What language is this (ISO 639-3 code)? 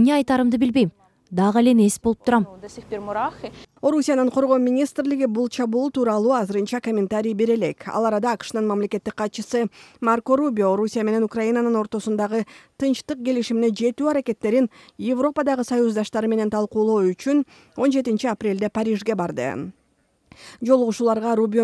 kir